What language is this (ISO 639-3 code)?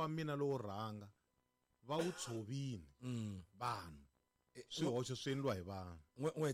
tso